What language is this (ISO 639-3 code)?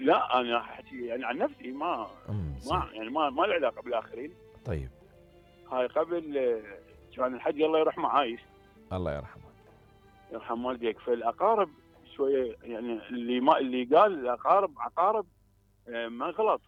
acm